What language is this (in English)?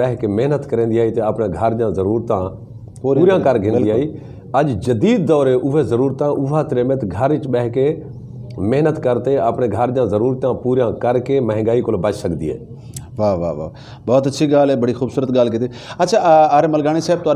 Saraiki